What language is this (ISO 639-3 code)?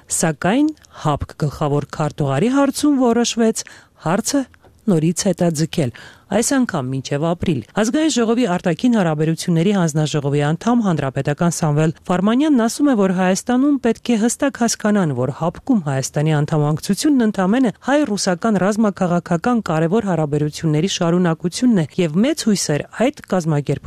hye